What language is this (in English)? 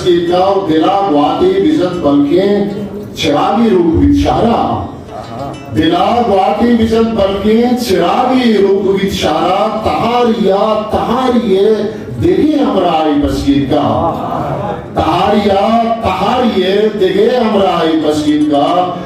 Eastern Balochi